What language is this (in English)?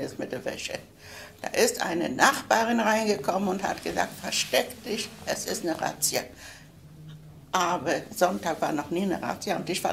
German